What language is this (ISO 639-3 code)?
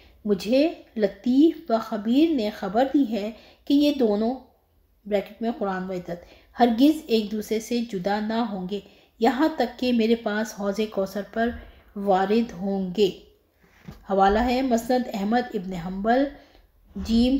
urd